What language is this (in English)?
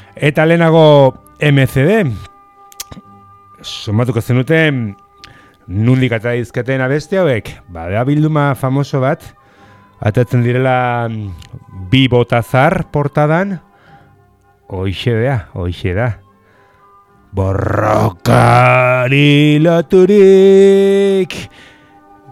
Basque